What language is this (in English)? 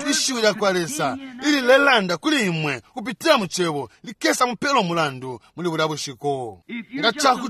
Bemba